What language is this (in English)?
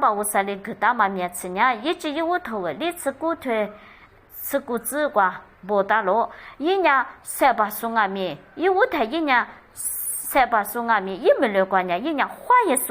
Lisu